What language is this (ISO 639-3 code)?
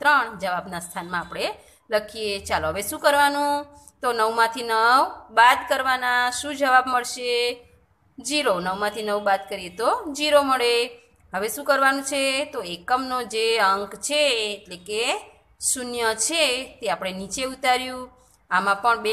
guj